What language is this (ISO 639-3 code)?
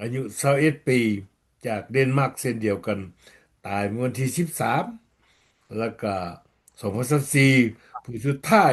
lao